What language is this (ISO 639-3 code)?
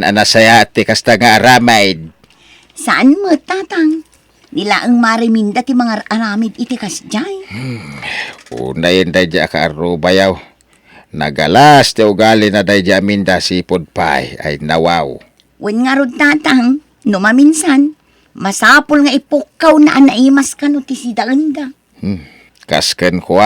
ilo